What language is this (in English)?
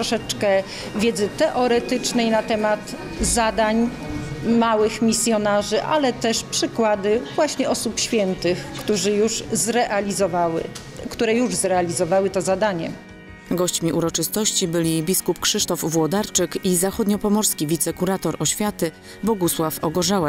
Polish